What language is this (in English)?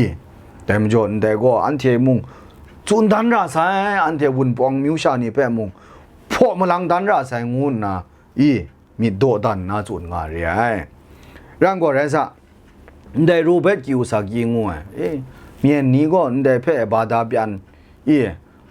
Kachin